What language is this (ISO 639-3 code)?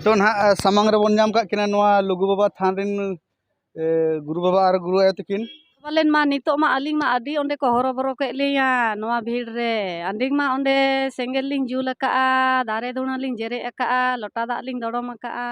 sat